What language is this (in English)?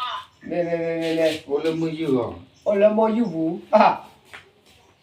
S'gaw Karen